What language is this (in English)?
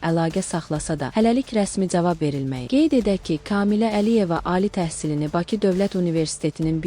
Azerbaijani